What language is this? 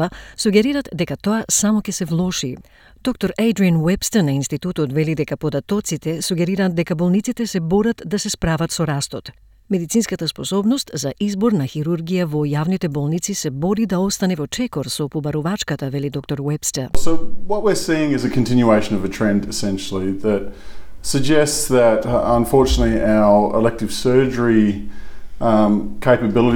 Macedonian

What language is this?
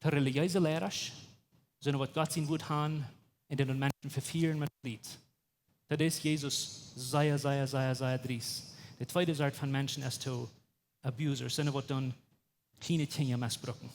Plautdietsch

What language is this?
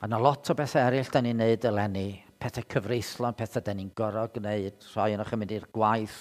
Welsh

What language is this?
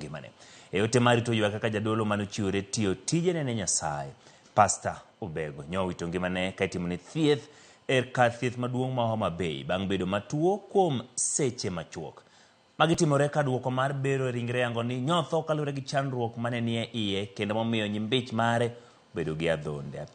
Luo (Kenya and Tanzania)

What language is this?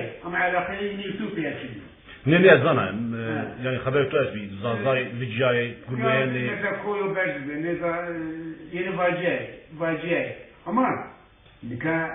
Zaza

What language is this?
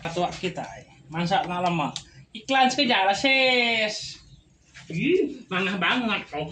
Iban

